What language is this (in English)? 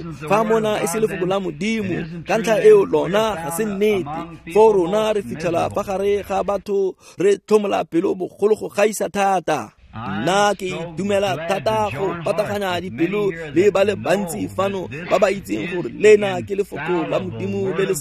Tswana